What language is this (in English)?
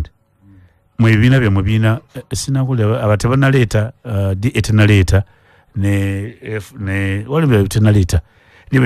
Ganda